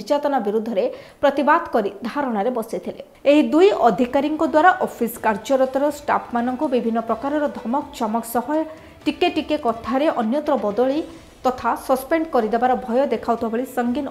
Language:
Odia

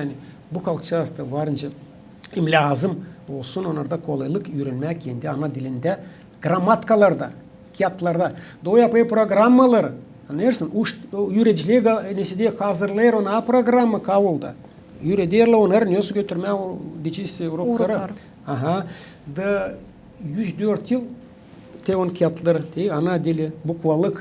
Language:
Gagauz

